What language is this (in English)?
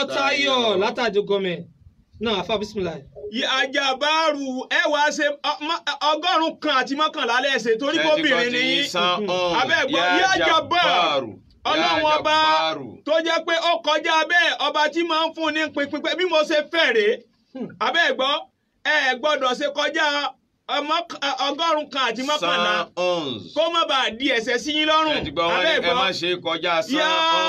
Yoruba